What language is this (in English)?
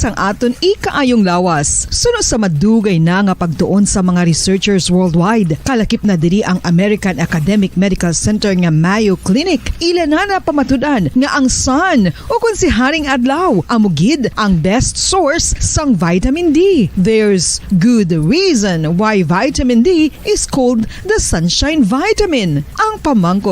Hiligaynon